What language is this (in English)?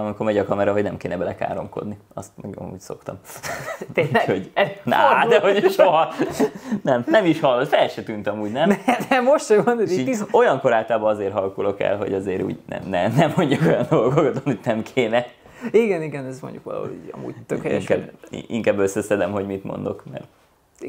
Hungarian